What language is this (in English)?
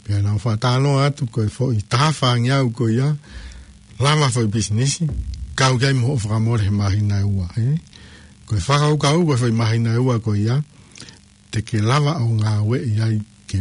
Tongan